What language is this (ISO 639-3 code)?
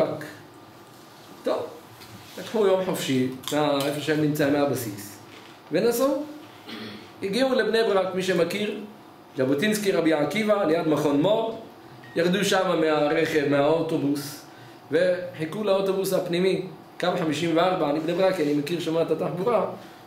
heb